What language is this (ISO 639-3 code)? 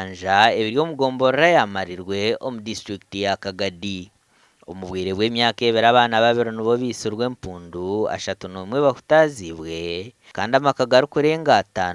nyn